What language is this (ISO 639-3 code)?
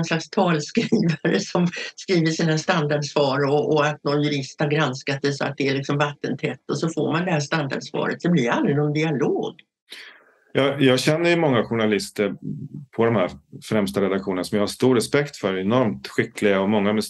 swe